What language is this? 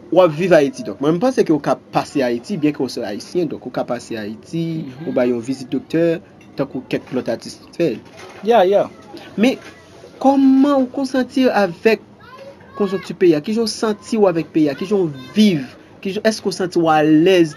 Haitian Creole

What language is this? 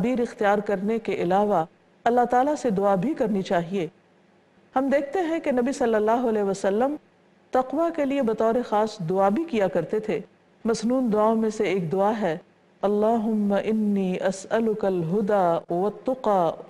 Urdu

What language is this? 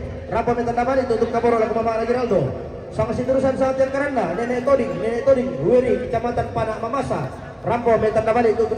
Toraja-Sa'dan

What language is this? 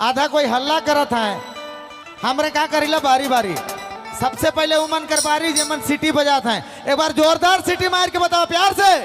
Sadri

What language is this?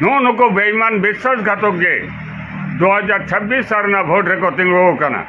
Santali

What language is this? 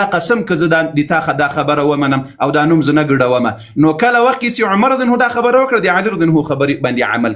Pashto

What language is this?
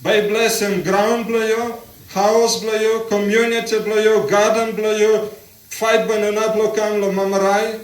Tok Pisin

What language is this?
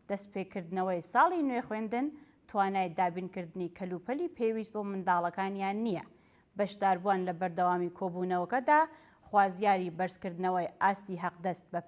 Central Kurdish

